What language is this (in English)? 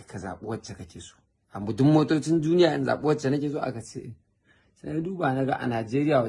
Hausa